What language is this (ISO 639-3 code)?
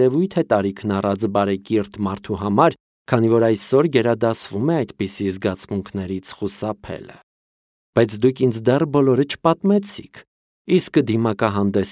hye